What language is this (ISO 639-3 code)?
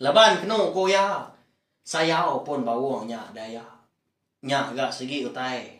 iba